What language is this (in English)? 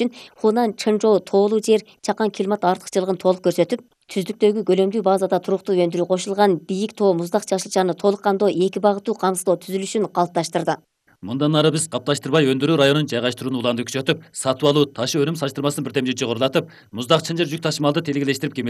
Kyrgyz